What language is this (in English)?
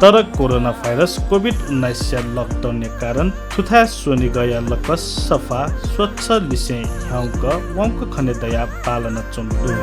Newari